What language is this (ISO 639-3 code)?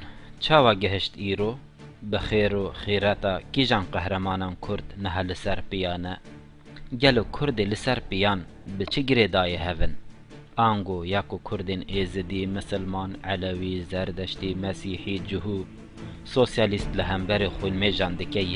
kur